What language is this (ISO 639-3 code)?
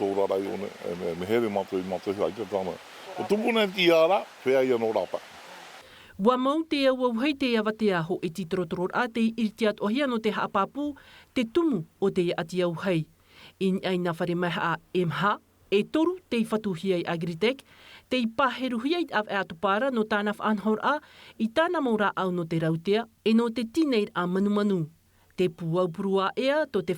tah